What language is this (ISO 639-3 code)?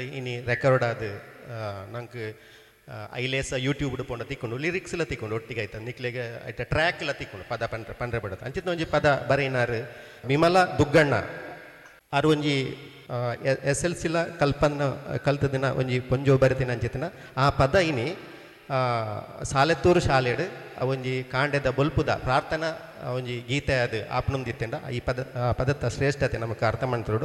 tcy